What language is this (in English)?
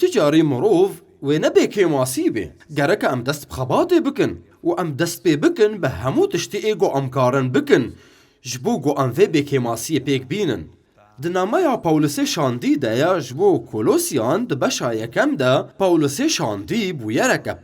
Kurdish